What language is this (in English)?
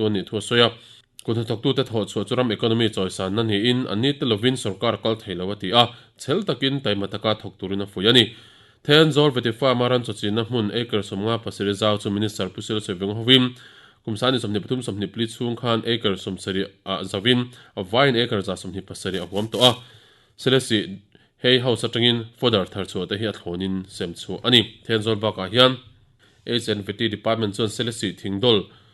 Mizo